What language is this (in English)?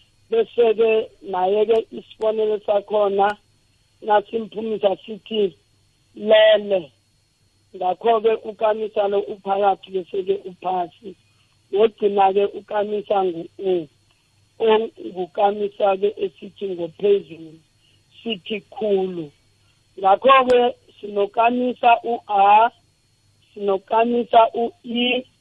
South Ndebele